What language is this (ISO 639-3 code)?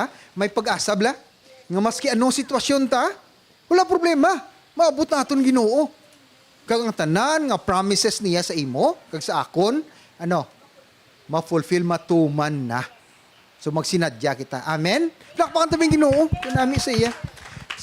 hil